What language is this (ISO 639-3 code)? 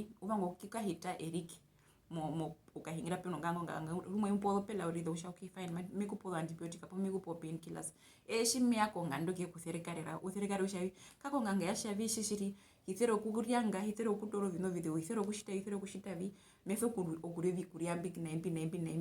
her